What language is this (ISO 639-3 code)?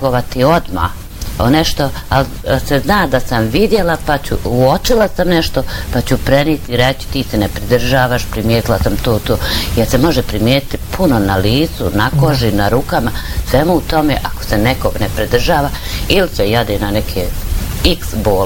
bos